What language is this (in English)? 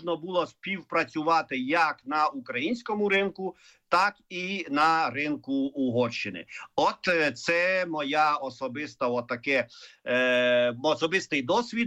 Ukrainian